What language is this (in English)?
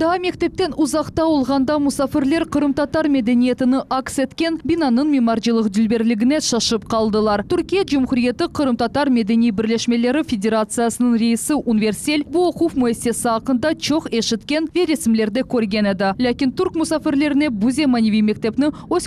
Crimean Tatar